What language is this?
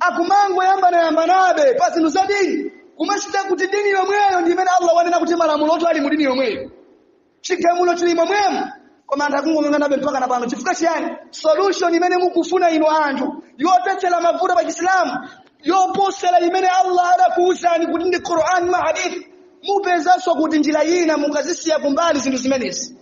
Nyanja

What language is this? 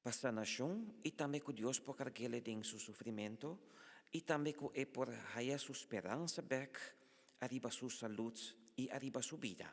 Papiamento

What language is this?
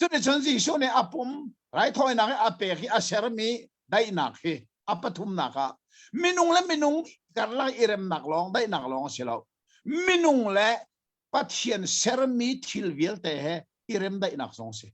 Hakha Chin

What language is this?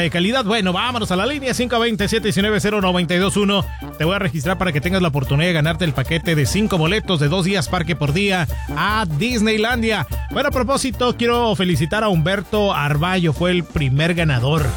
Spanish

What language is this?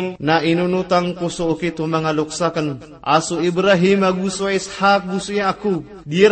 Maranao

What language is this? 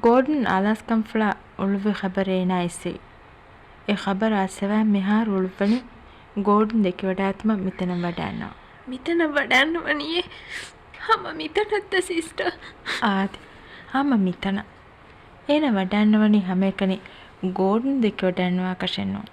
Divehi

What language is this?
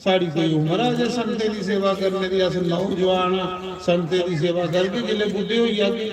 Dogri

